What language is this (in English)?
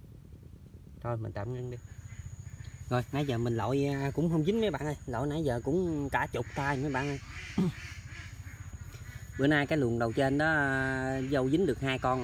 Vietnamese